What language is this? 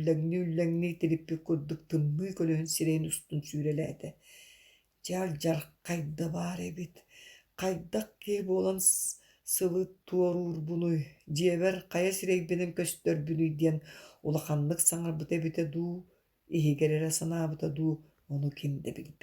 Yakut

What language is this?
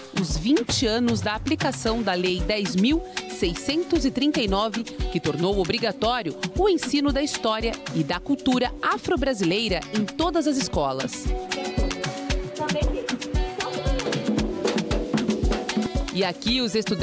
Portuguese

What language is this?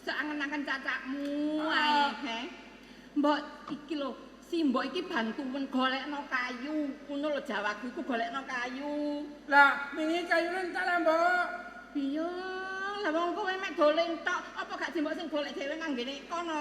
Javanese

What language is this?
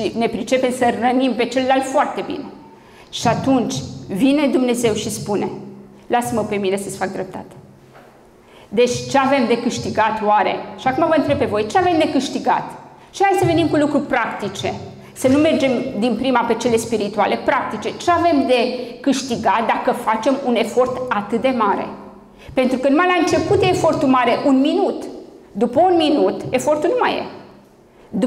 Romanian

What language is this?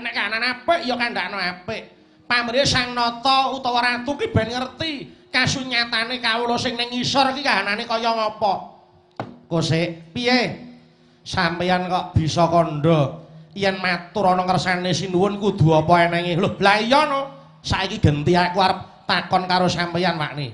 Javanese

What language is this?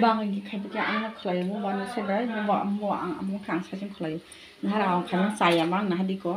Kok Borok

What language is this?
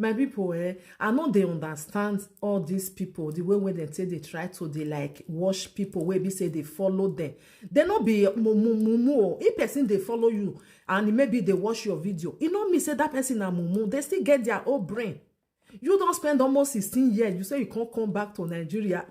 Nigerian Pidgin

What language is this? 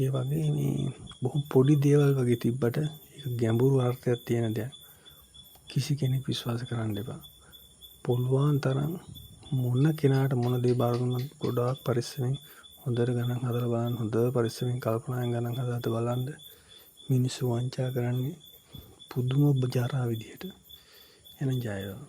Sinhala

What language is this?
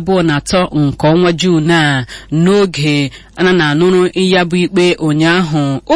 Igbo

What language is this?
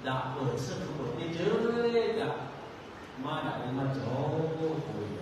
Lahu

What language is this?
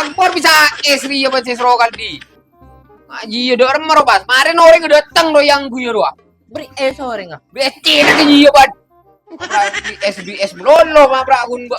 Madurese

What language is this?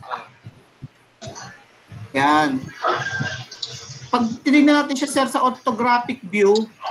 Filipino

